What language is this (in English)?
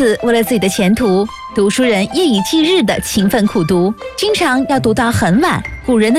Chinese